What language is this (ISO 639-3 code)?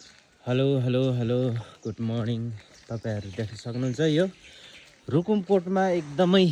nep